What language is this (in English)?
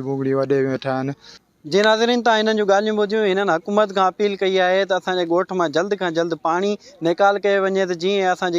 Sindhi